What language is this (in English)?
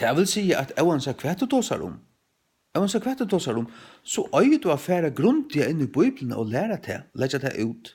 Faroese